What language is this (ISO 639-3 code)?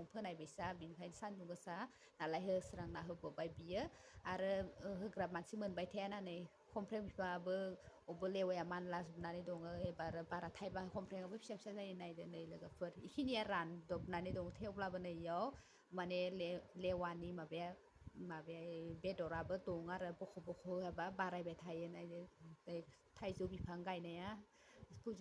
brx